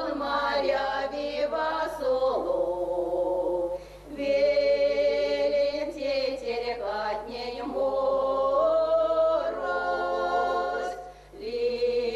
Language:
Erzya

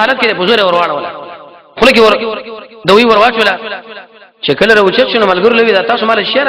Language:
Pashto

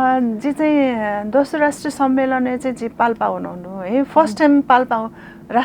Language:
Newari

